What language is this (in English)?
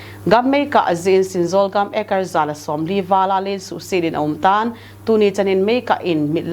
Thado Chin